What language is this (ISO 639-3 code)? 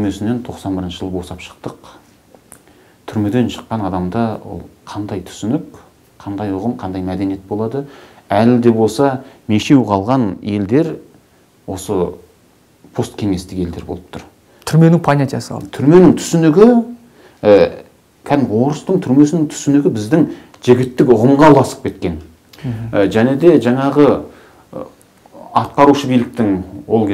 kaz